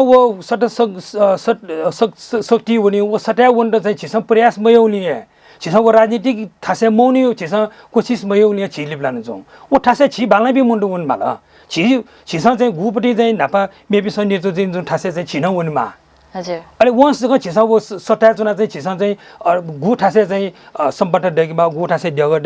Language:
Newari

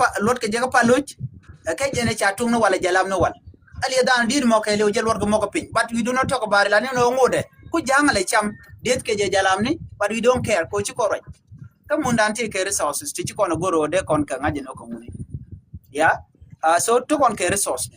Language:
Nuer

